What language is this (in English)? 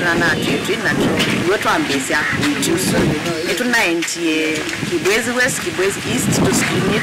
Kamba